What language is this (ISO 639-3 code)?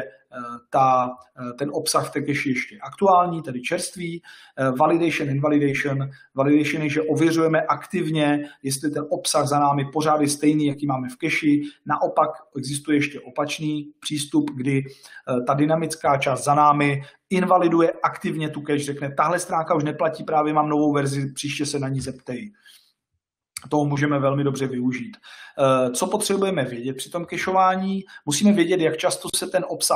ces